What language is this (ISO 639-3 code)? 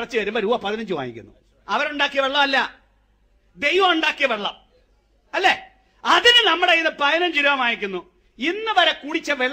mal